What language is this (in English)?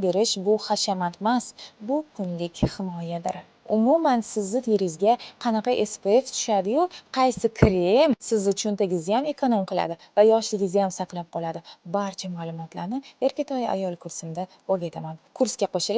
Uzbek